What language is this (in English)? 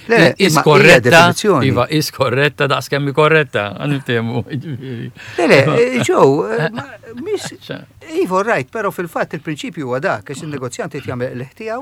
Maltese